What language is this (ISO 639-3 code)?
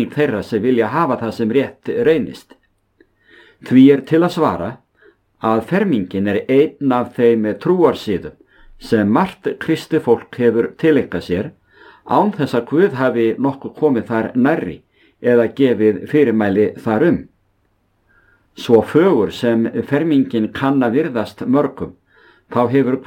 isl